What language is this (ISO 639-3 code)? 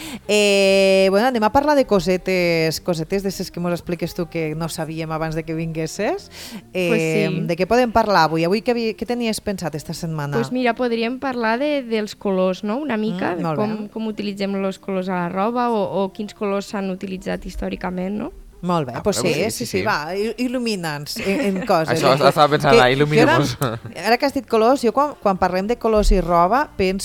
cat